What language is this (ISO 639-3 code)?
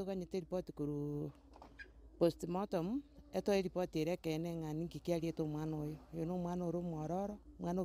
guz